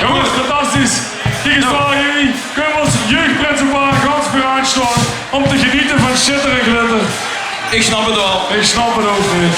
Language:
Limburgish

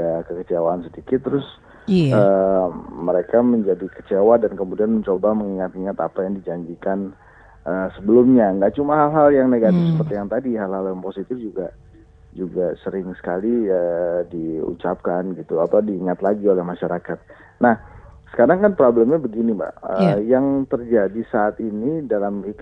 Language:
Indonesian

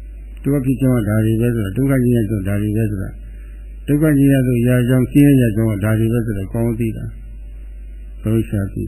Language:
Burmese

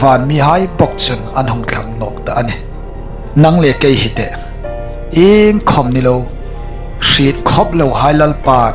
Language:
Hmar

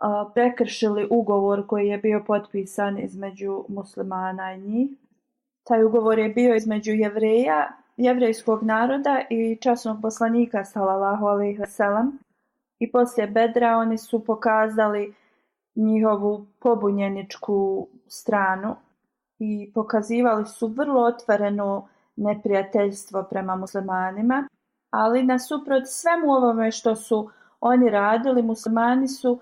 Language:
Bosnian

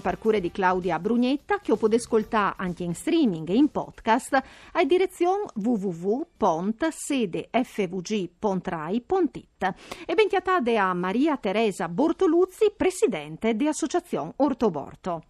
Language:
Friulian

